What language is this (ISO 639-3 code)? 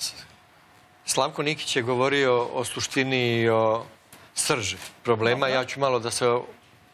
srp